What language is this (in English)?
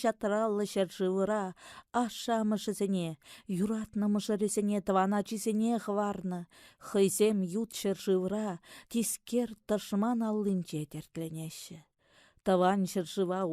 Chuvash